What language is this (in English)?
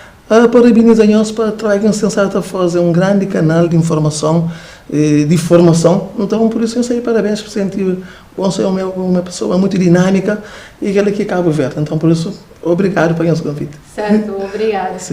Kabuverdianu